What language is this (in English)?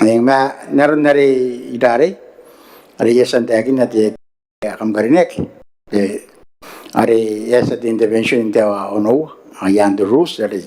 Gilbertese